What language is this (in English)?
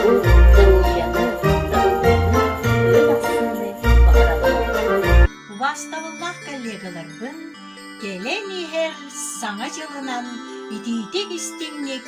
Yakut